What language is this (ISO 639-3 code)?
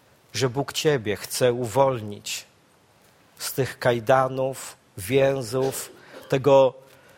pol